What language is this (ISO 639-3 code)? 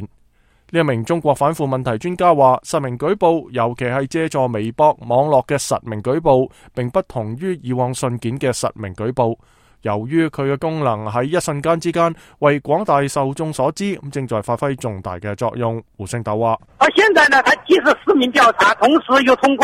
yue